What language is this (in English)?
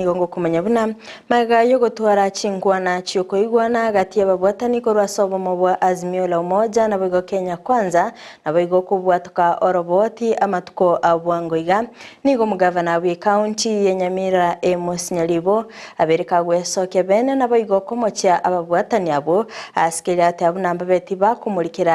Gusii